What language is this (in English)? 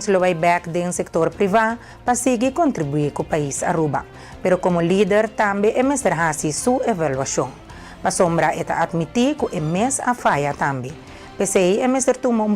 Papiamento